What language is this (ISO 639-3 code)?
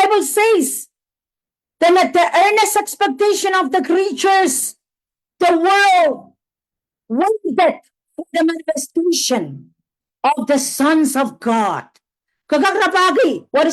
pon